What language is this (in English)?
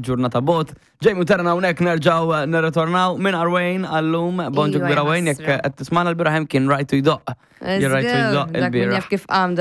Maltese